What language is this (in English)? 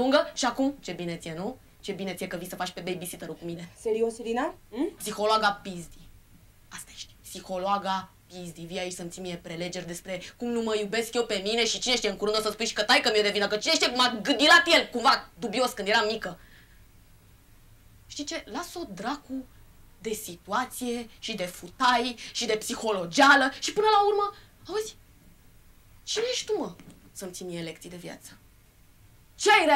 Romanian